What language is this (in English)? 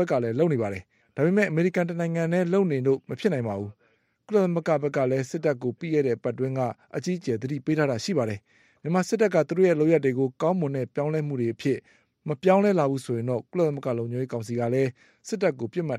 Burmese